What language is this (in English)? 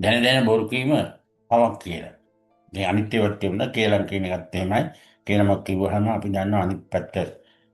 Sinhala